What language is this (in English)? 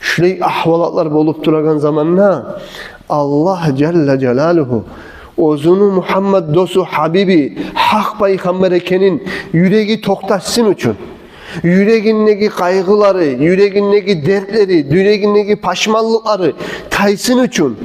Kumyk